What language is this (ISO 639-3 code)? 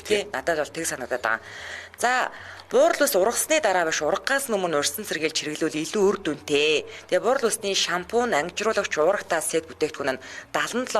mon